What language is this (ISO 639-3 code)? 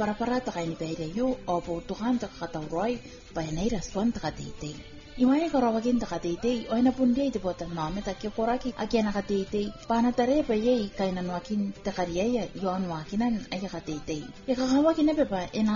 gil